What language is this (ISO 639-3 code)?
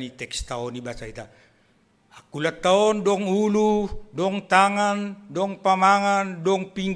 bts